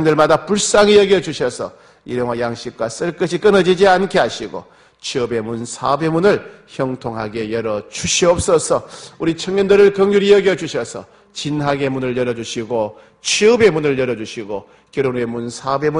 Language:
Korean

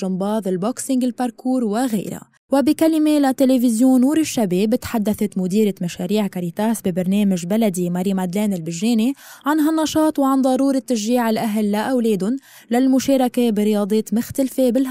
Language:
North Levantine Arabic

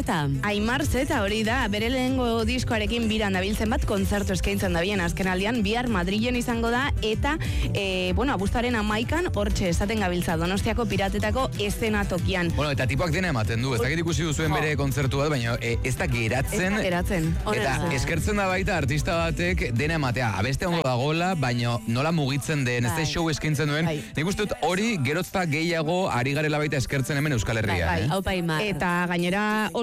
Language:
Basque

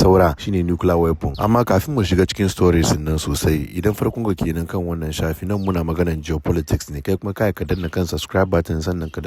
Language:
Hausa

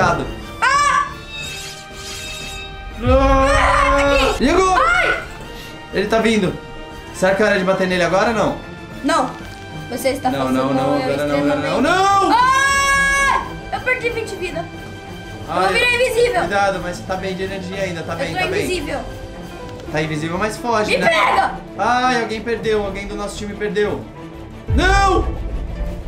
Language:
Portuguese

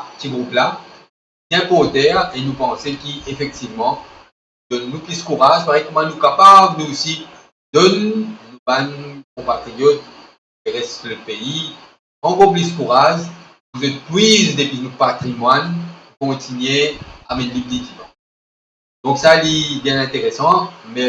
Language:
Morisyen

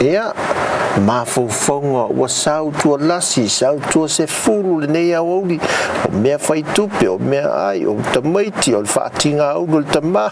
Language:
Samoan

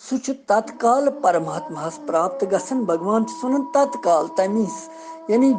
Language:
Kashmiri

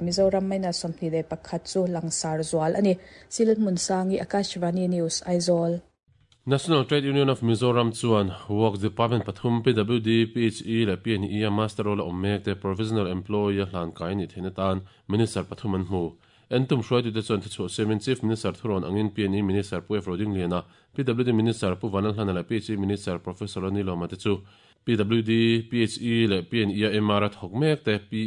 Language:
Mizo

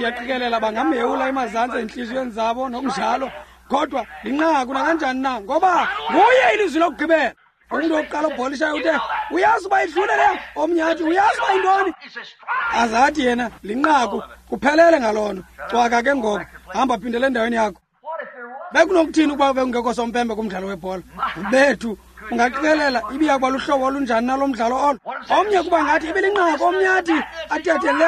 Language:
Xhosa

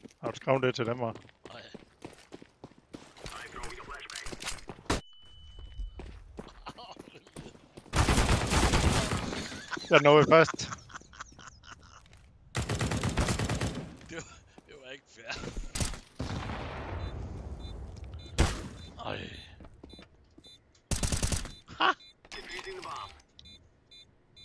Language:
Danish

